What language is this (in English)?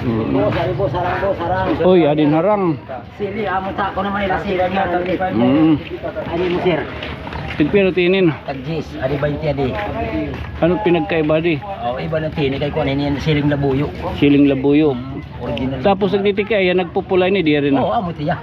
Waray